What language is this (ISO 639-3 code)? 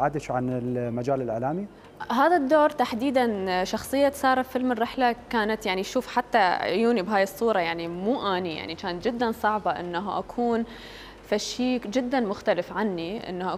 acm